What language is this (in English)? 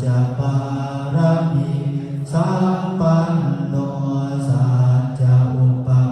Pali